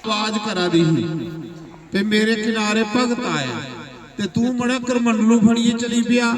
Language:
Dogri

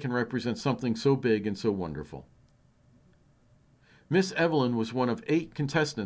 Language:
English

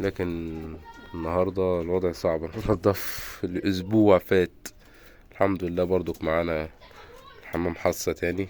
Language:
Egyptian Arabic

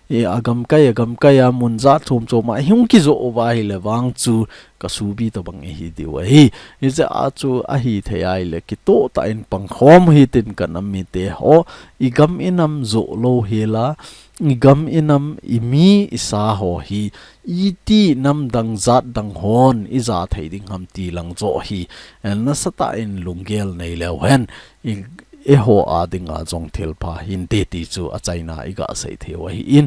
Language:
Thado Chin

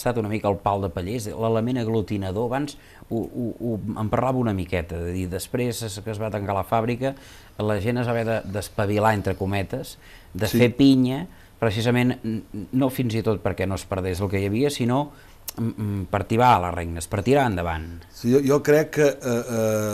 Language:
Catalan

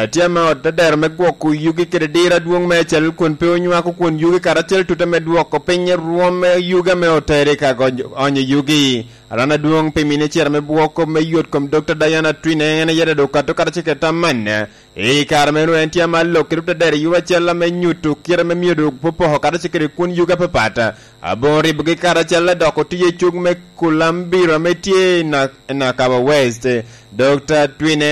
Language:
Lango (Uganda)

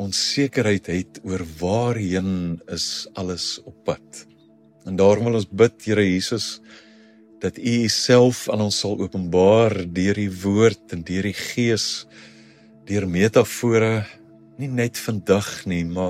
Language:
Afrikaans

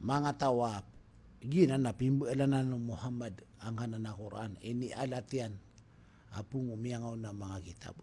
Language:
Maranao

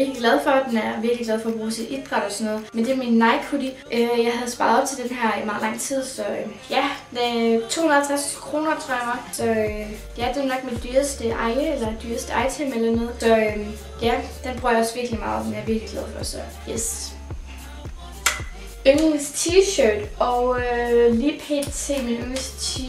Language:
Danish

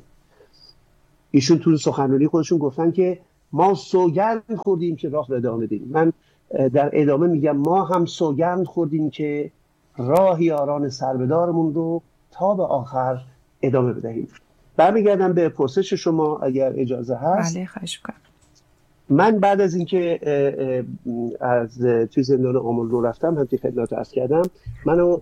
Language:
Persian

